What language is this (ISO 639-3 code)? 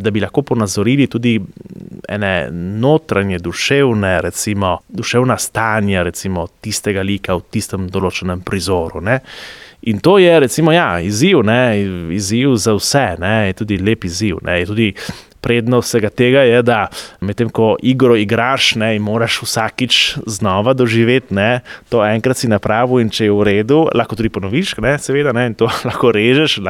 slv